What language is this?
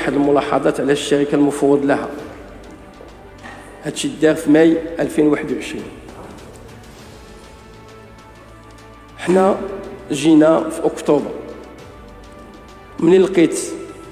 Moroccan Arabic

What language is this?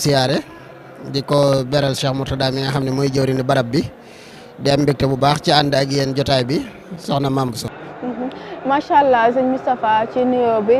Wolof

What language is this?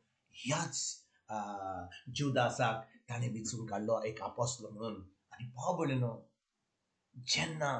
Konkani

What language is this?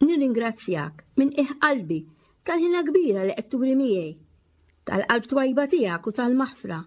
Maltese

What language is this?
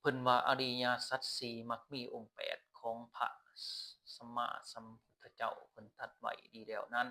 Lao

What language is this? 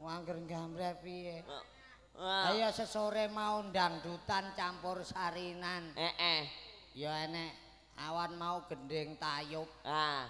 Javanese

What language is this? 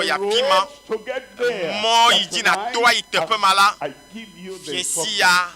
Ewe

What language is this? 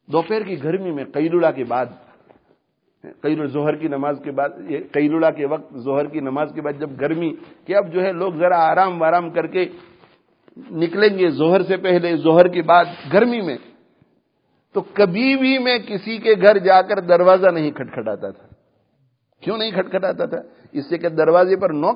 Urdu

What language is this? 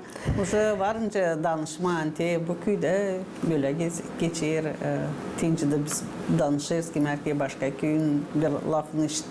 Gagauz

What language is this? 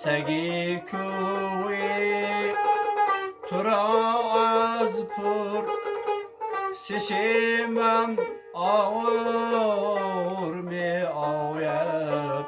Tajik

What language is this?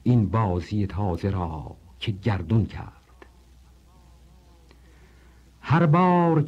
Persian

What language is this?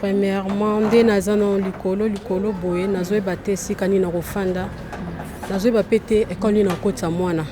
Lingala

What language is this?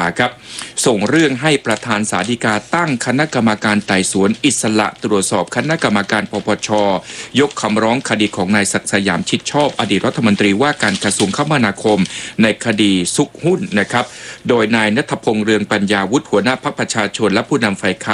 Thai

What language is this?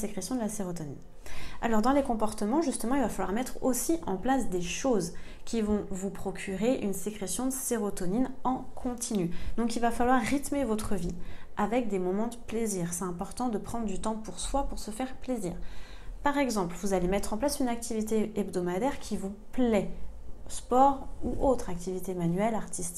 French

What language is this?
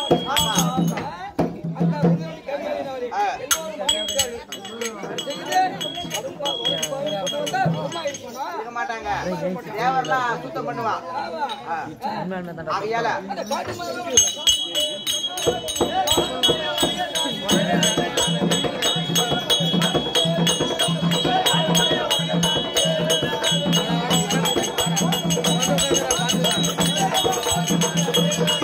Tamil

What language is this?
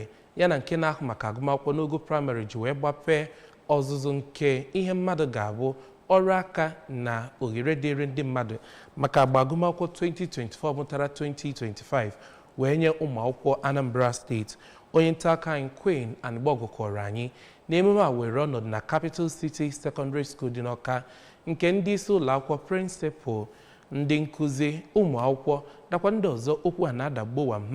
Igbo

